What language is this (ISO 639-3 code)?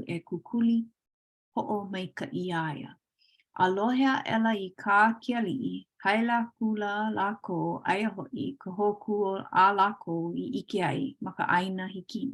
haw